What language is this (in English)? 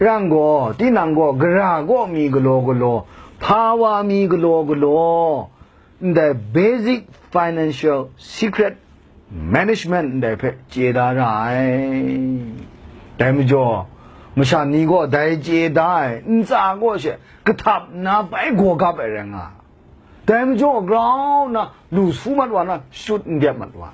Kachin